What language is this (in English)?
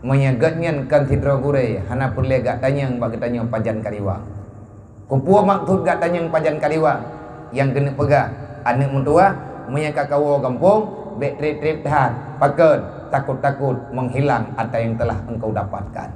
Achinese